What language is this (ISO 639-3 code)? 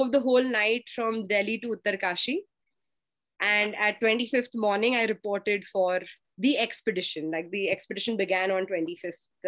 eng